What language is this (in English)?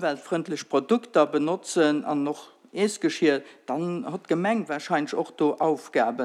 Luxembourgish